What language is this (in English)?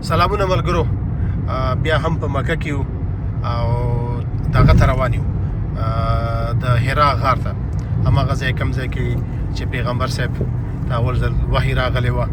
Pashto